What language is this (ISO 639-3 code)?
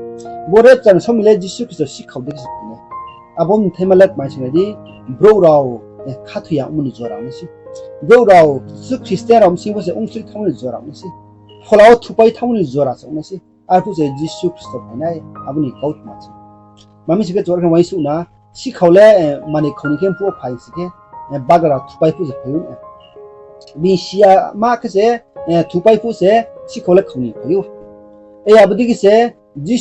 ria